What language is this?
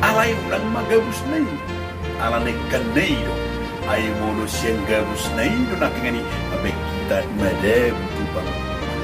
Batak Toba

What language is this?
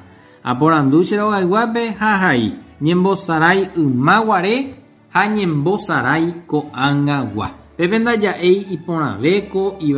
Guarani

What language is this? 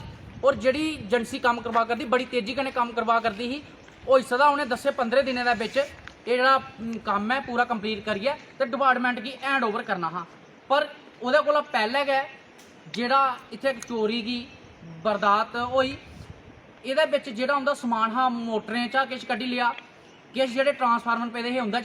Dogri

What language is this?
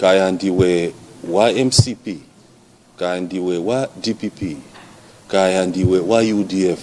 Nyanja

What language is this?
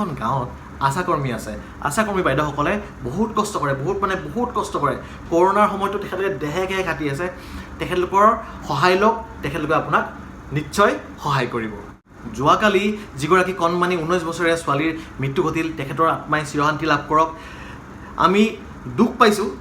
Assamese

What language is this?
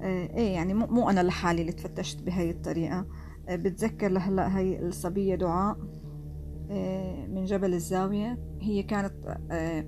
North Levantine Arabic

